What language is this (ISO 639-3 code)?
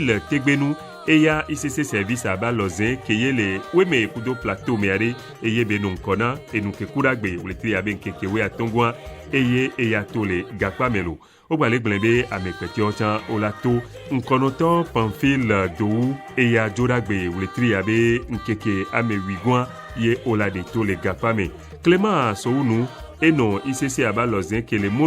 ewe